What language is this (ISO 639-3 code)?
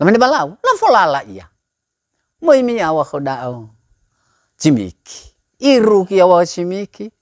nia